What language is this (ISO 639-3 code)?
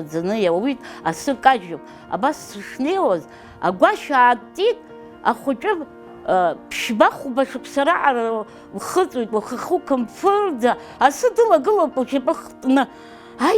abk